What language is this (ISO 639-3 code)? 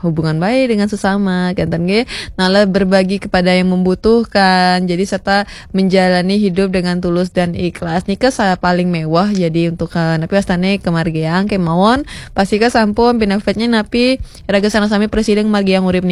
ban